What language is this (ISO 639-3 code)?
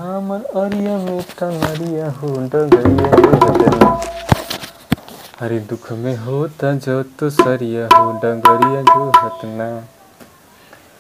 bho